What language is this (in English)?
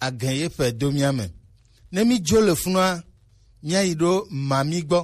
Gen